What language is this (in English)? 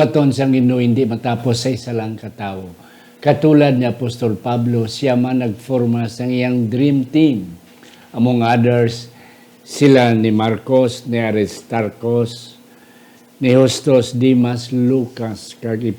Hiligaynon